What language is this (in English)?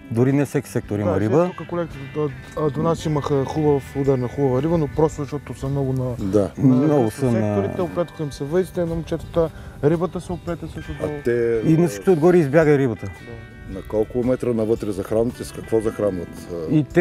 Bulgarian